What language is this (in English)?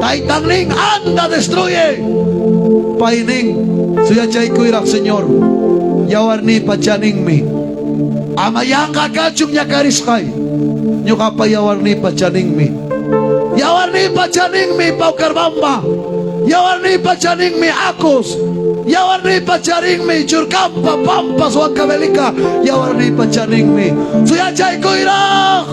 Ayacucho Quechua